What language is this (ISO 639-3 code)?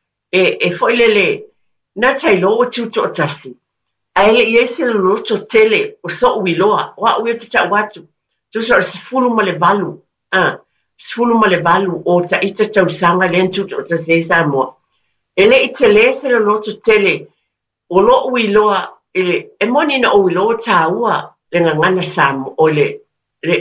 smo